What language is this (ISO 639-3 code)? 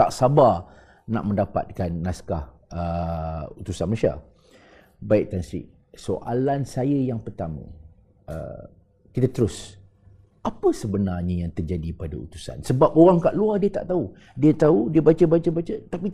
msa